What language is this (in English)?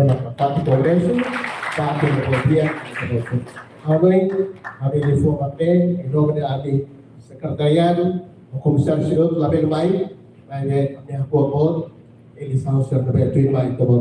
Tetum